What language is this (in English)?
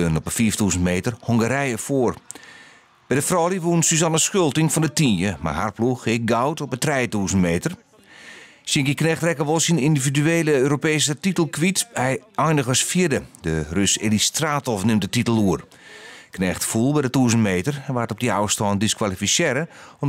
Western Frisian